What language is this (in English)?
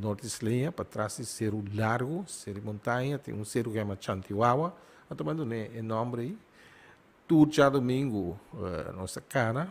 Papiamento